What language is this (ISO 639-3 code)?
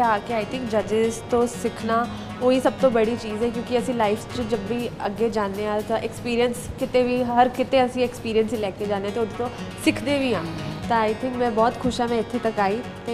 pan